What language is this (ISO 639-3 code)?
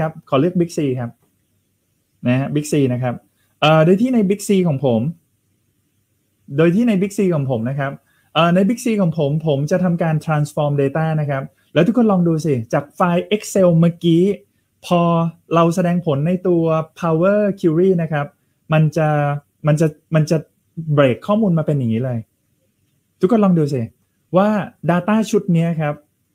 tha